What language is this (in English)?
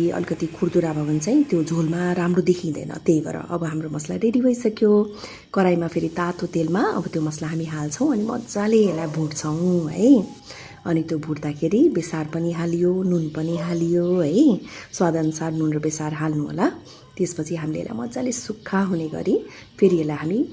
Nepali